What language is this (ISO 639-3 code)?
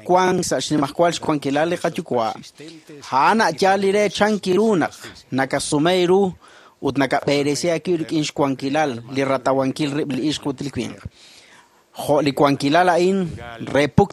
kek